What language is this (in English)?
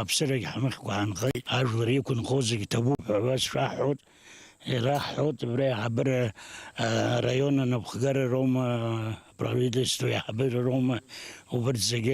Abkhazian